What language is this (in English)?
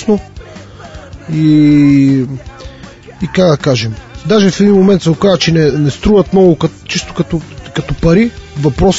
Bulgarian